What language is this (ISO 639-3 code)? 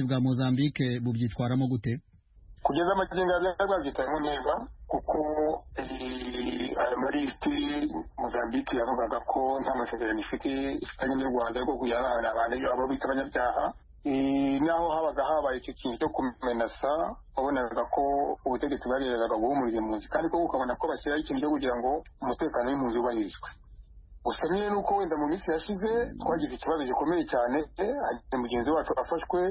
kin